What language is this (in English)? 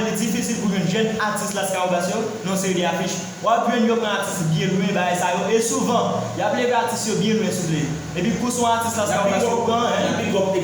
Haitian Creole